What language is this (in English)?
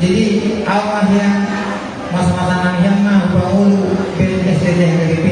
Batak Toba